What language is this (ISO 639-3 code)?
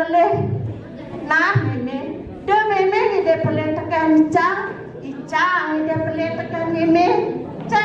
ban